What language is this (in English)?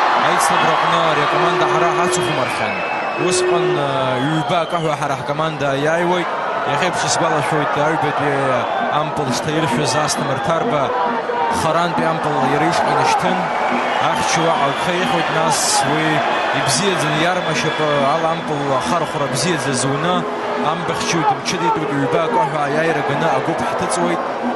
Abkhazian